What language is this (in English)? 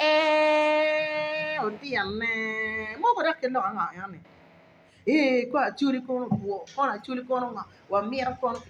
Acoli